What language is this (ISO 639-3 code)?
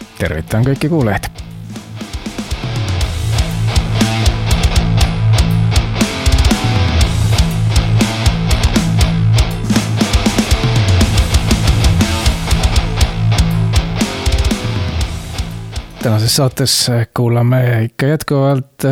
est